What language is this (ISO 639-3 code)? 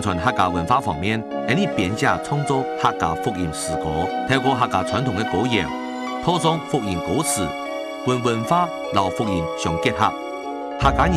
hak